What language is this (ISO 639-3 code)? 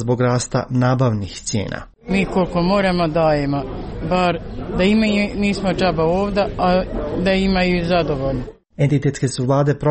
srp